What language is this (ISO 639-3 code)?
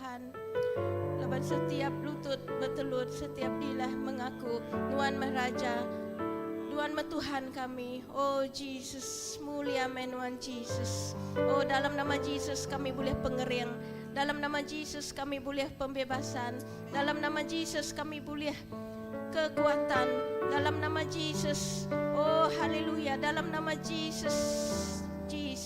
iba